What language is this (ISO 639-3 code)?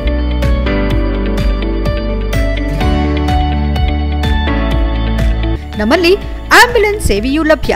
kan